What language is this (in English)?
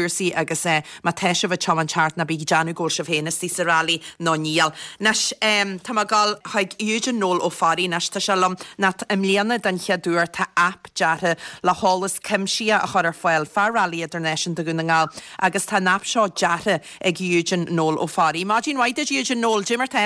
Irish